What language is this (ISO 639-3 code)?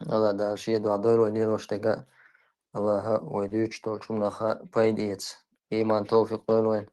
che